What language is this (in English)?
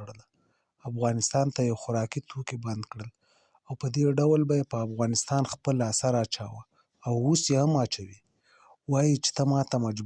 Pashto